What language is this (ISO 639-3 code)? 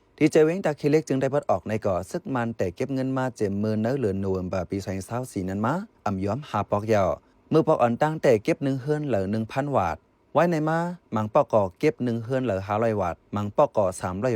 shn